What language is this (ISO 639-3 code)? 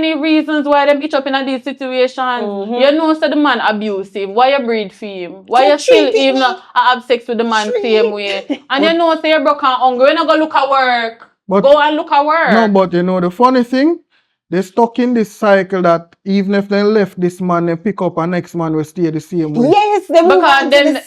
jam